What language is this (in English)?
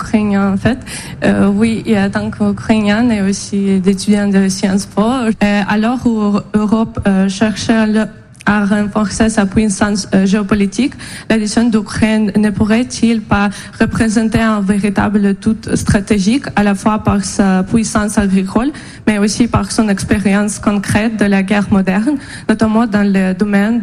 French